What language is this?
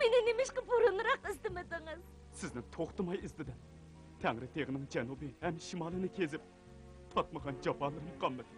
Uyghur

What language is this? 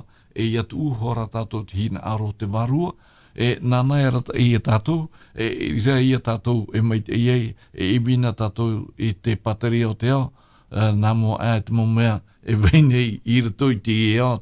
Tahitian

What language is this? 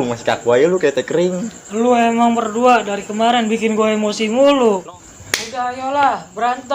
Betawi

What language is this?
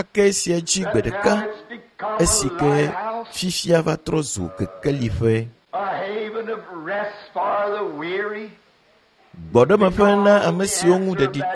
Ewe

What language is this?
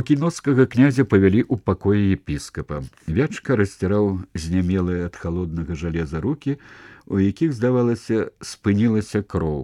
Belarusian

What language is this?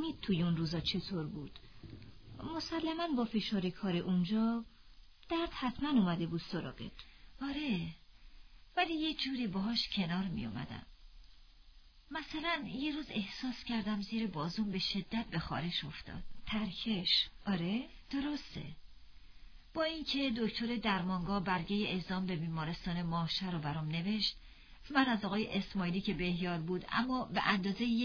Persian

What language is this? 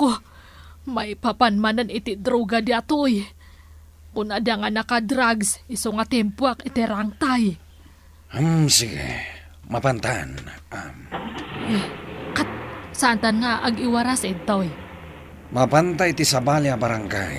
Iloko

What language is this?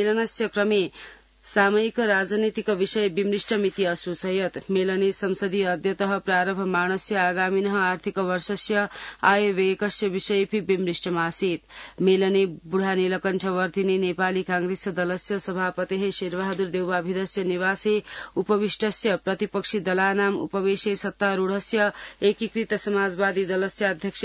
Sanskrit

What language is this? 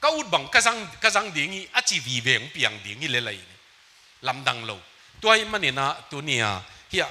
Tedim Chin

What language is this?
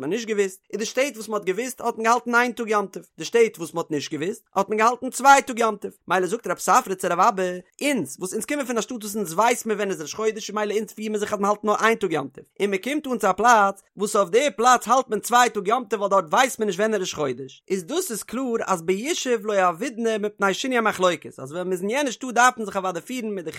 Yiddish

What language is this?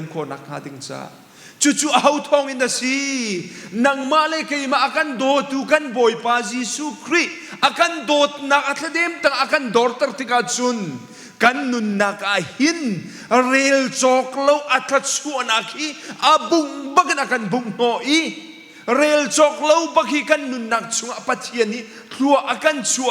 Hakha Chin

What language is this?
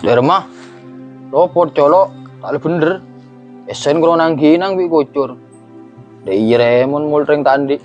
Madurese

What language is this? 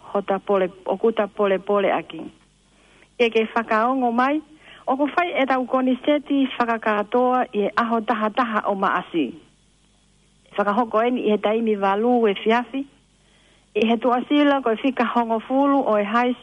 Tongan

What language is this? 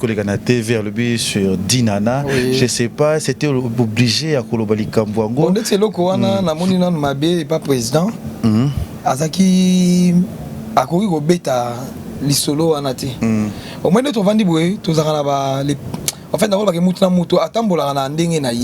Lingala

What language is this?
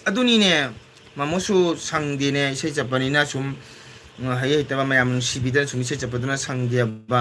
Manipuri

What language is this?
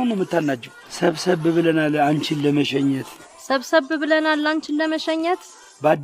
Amharic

